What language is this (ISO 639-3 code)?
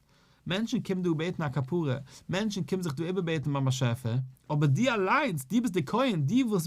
yid